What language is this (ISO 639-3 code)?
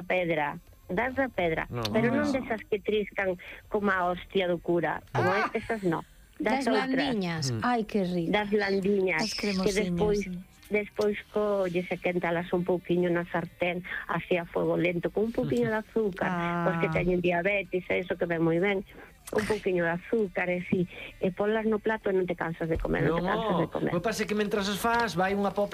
glg